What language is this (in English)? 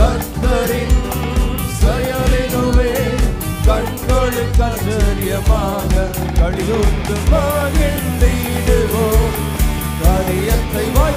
Tamil